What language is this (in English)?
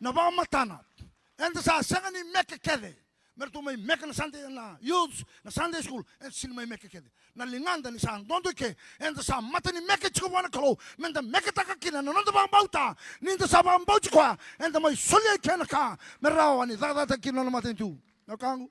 Fijian